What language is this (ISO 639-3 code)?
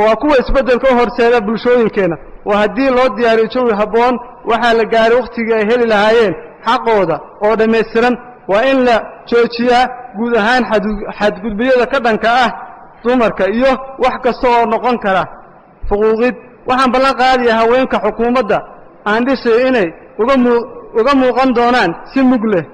som